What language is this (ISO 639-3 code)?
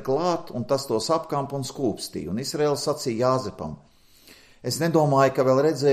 lav